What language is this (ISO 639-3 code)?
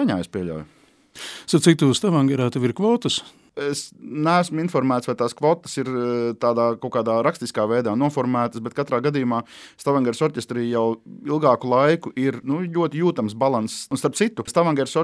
lav